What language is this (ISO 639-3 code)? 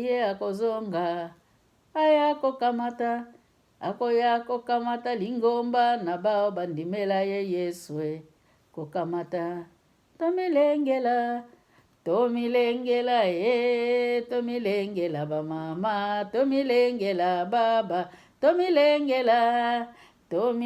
lin